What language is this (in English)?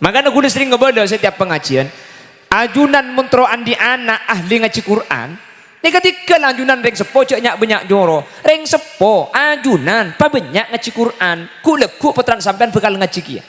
Madurese